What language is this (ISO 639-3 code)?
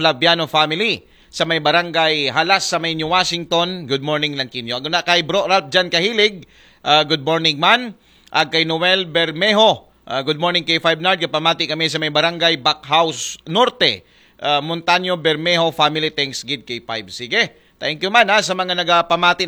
akl